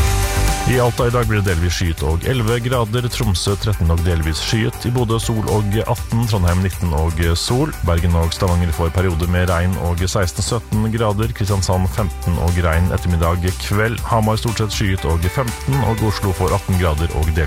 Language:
Norwegian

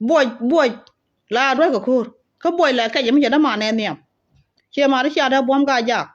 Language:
Nuer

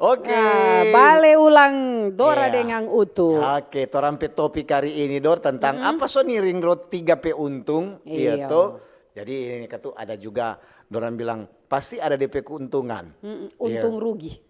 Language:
Manado Malay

